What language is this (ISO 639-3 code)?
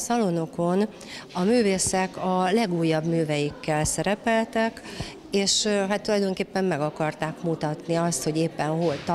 hun